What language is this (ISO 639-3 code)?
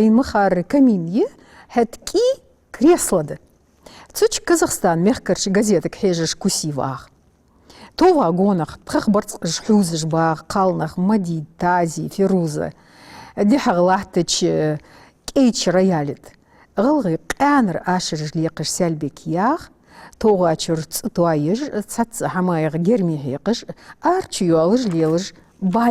inh